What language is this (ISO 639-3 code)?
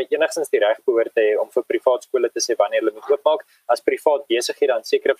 afr